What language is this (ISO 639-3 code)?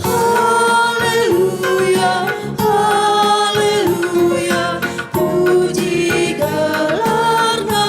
btx